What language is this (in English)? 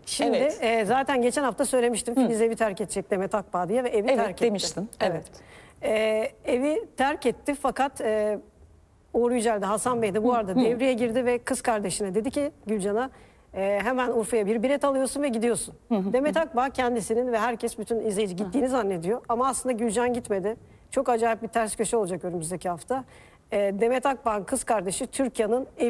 Turkish